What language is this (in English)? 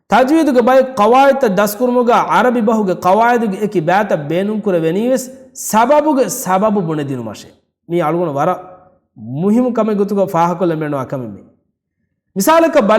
Divehi